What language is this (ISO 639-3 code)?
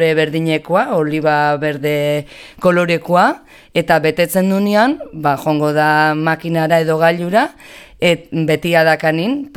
eus